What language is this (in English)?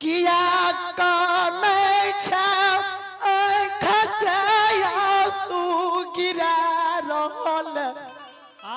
Maithili